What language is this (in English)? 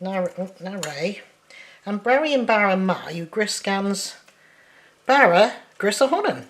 Cornish